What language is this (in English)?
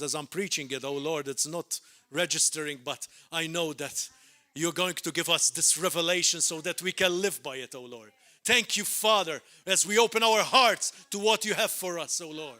English